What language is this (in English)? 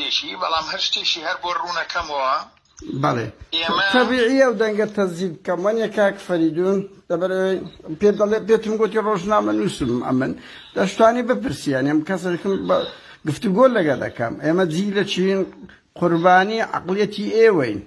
Central Kurdish